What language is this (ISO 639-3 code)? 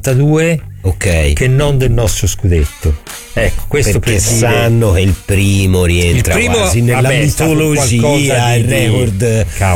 ita